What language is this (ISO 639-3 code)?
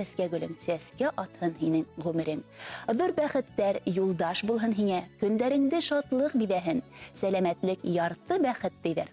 bak